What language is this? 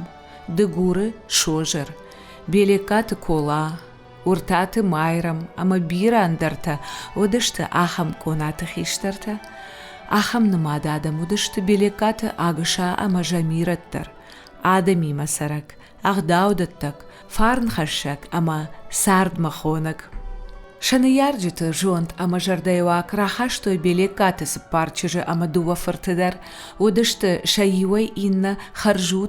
Ossetic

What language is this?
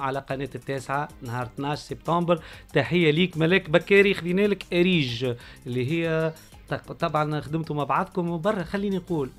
Tunisian Arabic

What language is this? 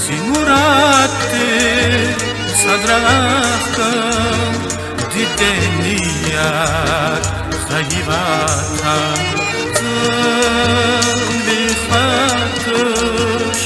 Lezghian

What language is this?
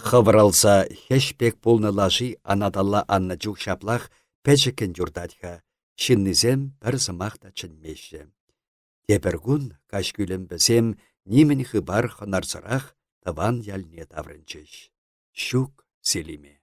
Chuvash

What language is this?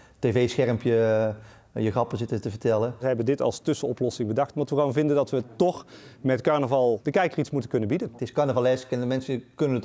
Limburgish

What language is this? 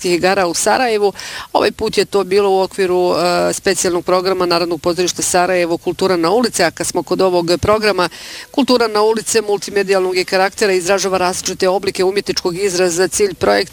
Bosnian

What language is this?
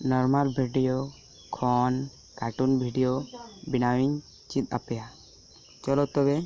Santali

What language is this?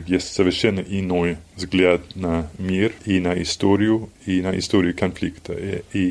Russian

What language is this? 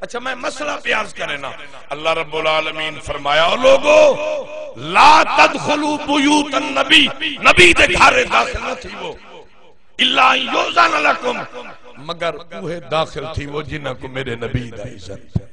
Saraiki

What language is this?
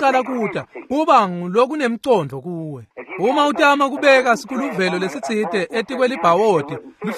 Swati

